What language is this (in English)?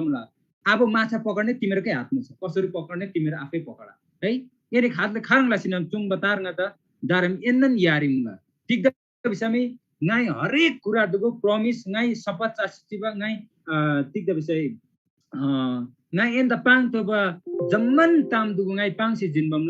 Eastern Tamang